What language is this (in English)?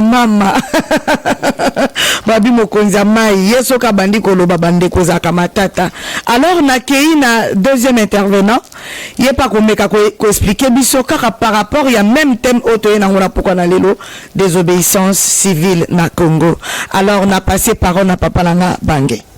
Lingala